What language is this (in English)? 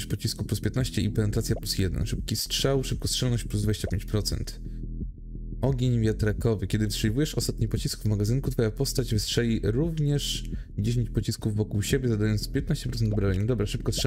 Polish